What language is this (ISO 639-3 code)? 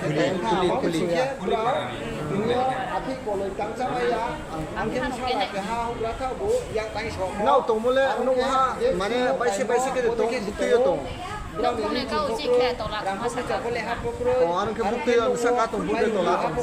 ria